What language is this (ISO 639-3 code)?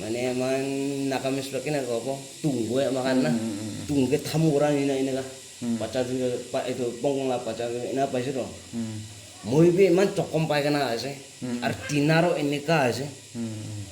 nag